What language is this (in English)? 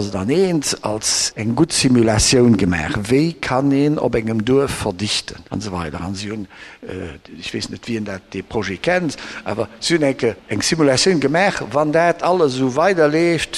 Luxembourgish